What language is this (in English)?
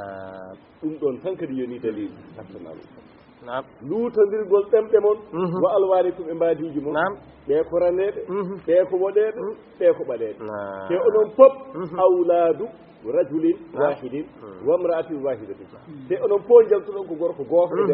Fula